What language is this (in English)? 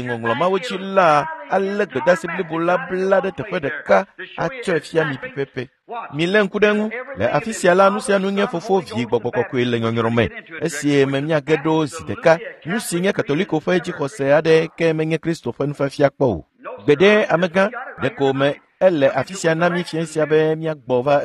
Ewe